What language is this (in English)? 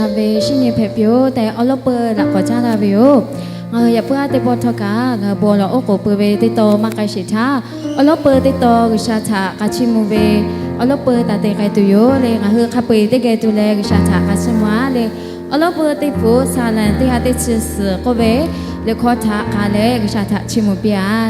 Lahu